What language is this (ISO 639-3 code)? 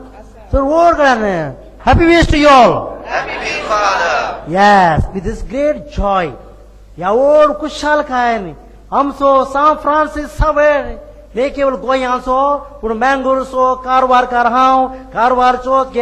kok